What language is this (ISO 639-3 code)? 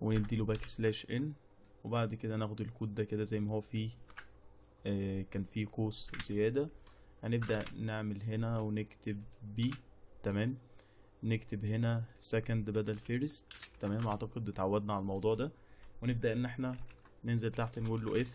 arz